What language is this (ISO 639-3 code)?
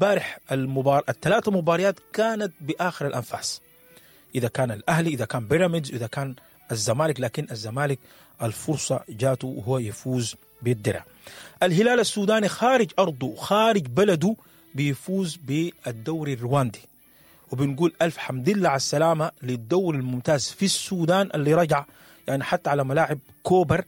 apd